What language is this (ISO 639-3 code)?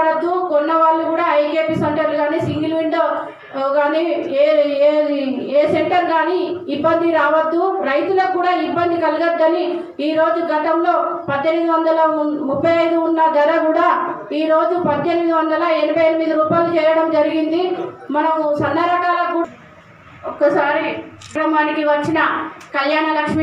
tel